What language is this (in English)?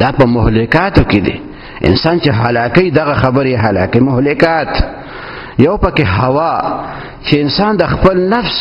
Pashto